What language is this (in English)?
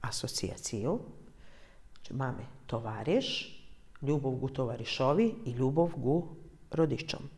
Rusyn